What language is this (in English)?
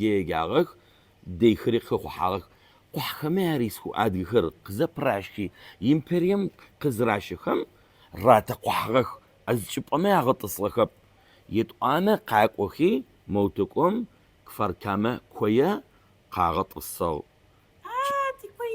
Adyghe